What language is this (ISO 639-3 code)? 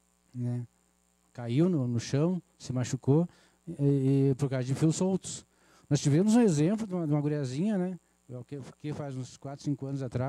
por